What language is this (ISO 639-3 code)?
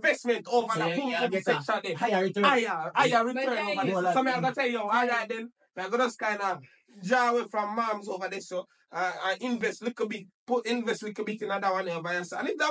jam